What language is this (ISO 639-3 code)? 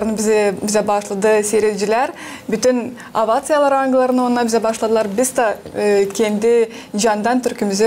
gag